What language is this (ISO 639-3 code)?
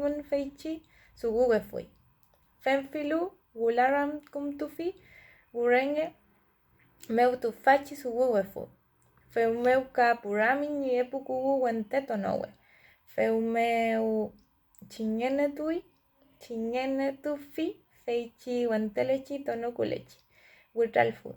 arn